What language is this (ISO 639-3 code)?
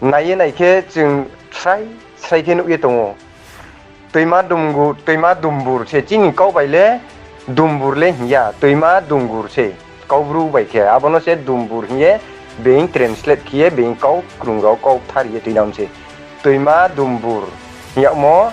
ria